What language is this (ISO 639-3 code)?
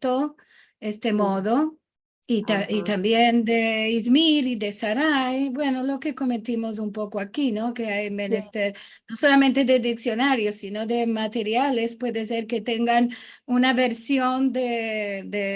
lad